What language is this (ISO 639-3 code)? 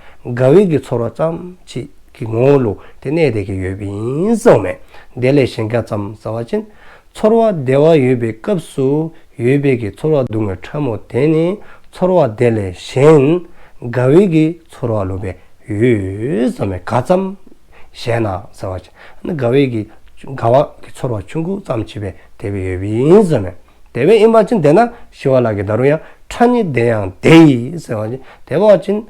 dzo